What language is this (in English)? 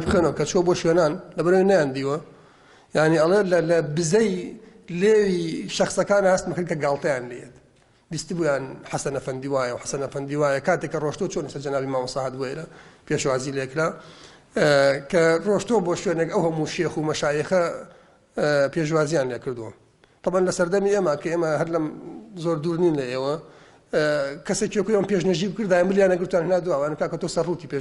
Central Kurdish